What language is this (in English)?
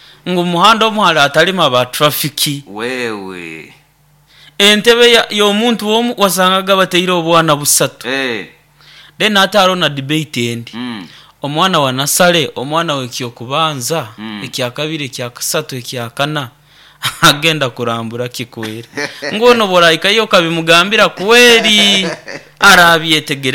Nyoro